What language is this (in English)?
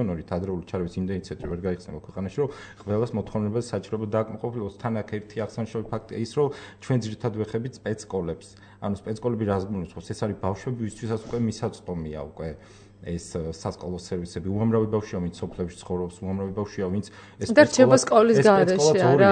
Georgian